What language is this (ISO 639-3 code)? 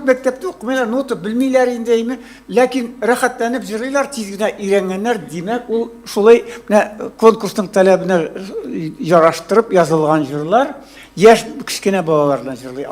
tat